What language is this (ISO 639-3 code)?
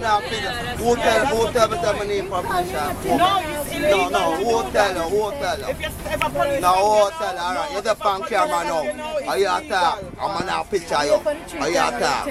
jam